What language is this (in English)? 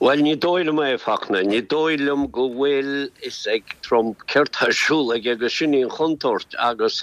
Irish